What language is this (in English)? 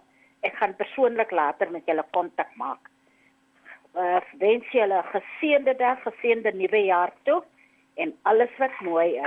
Afrikaans